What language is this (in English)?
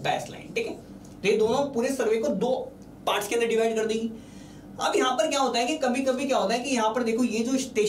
Hindi